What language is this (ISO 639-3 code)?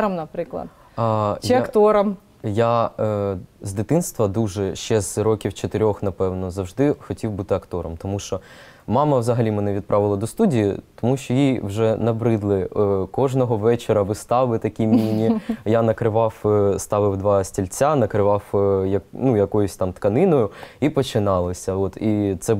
ukr